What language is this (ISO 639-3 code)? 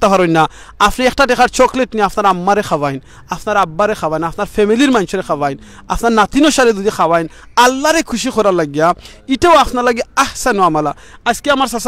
syl